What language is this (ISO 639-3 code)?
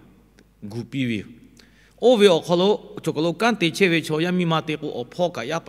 lhu